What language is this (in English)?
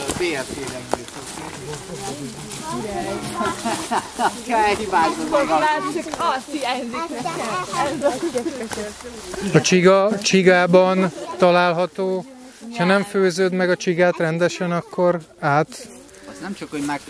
Hungarian